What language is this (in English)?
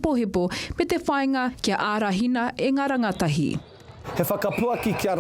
Māori